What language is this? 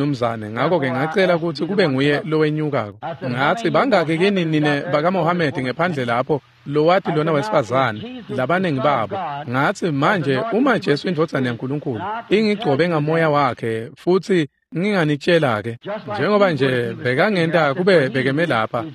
Swati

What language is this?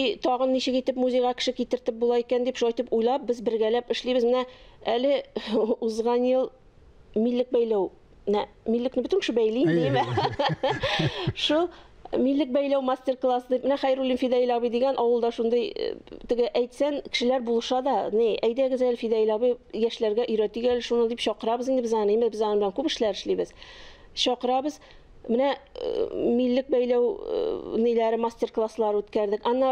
Tatar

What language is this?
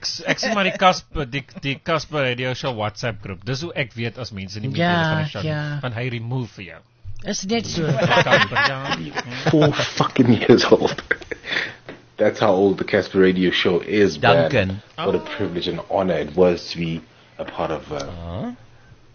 Afrikaans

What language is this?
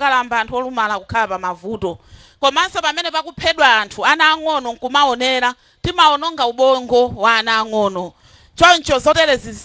Nyanja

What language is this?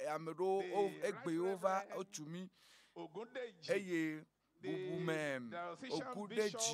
Ewe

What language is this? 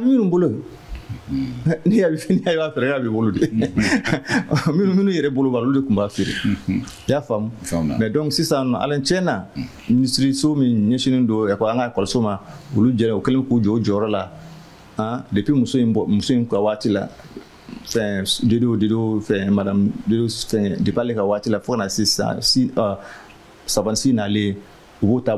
Bambara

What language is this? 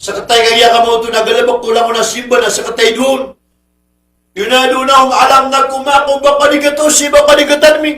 Maranao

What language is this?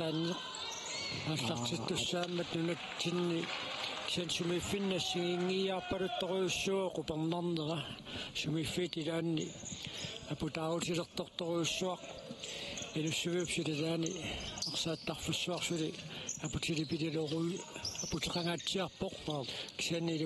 Kalaallisut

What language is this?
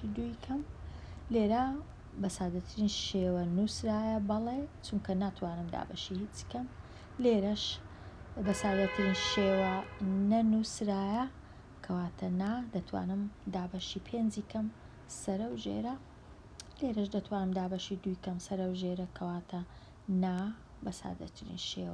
Central Kurdish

